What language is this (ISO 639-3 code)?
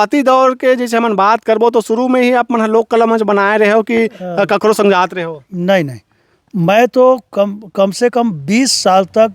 hne